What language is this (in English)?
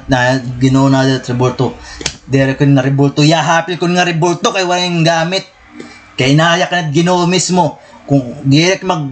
Waray